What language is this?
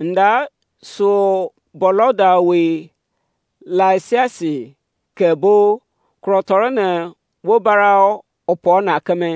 Izon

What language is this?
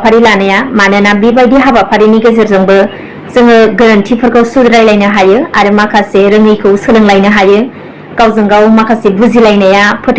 Bodo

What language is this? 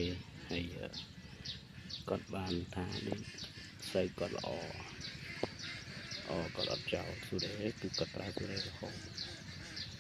Khmer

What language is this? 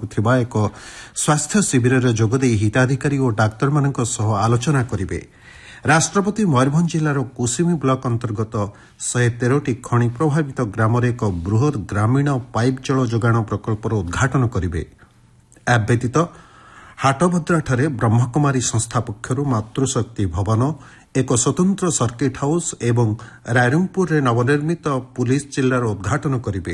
Odia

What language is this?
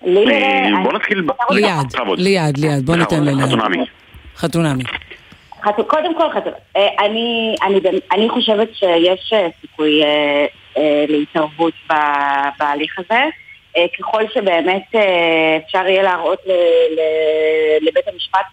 Hebrew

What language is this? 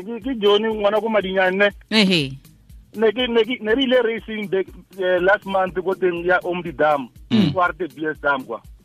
Tswana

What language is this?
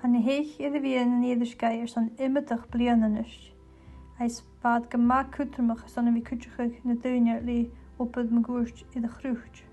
Scottish Gaelic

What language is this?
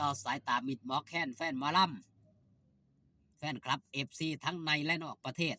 Northeastern Thai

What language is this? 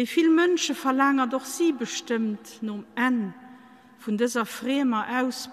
Luxembourgish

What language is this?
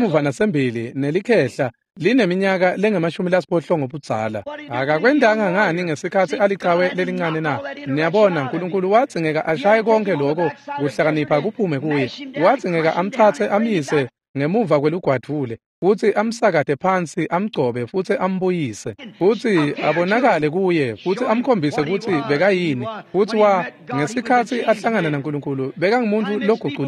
Swati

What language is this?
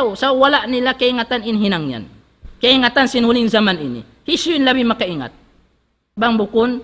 Tausug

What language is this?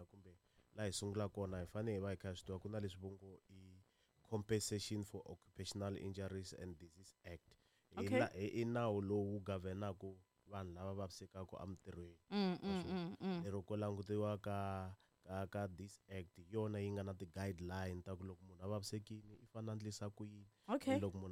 Tsonga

